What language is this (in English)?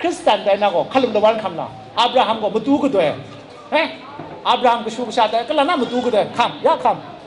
Kachin